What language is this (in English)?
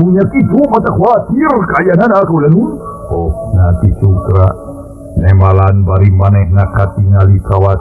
Sundanese